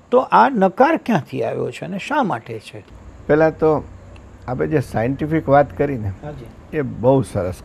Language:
Gujarati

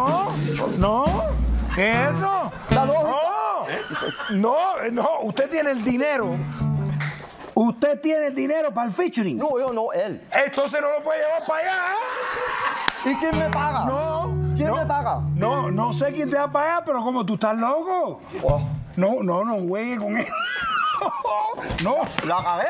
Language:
Spanish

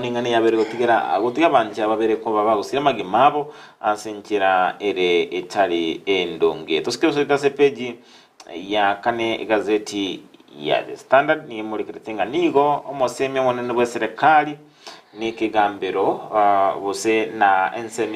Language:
Gusii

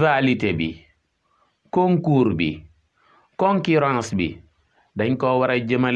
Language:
Wolof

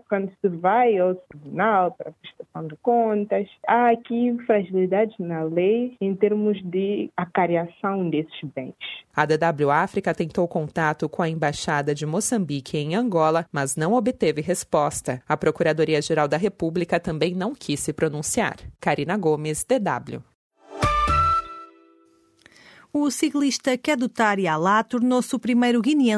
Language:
Portuguese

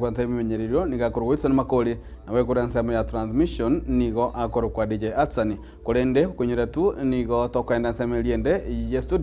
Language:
Gusii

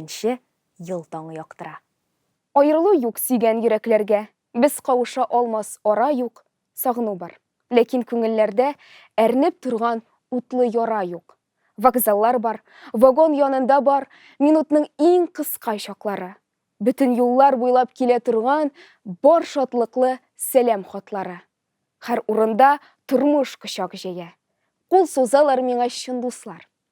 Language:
Tatar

